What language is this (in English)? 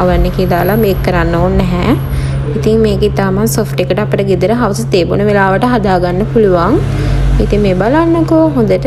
Sinhala